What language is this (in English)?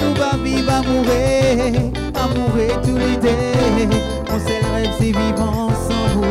Réunion Creole French